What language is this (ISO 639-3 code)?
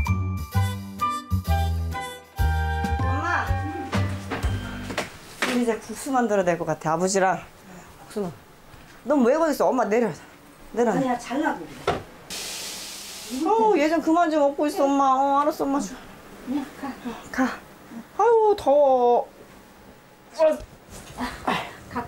kor